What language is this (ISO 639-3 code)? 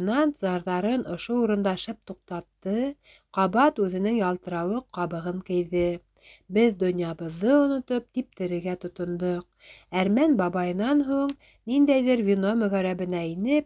bak